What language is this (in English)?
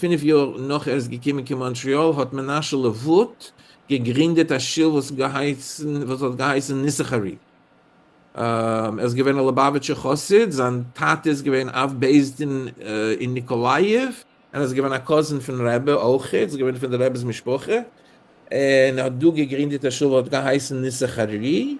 Yiddish